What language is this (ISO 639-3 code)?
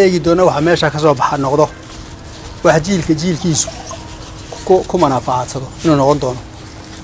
som